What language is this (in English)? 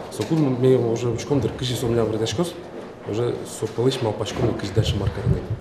Udmurt